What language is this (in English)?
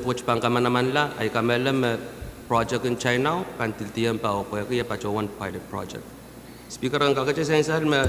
Pohnpeian